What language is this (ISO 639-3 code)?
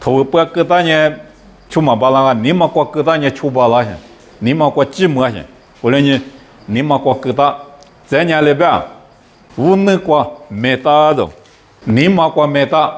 lis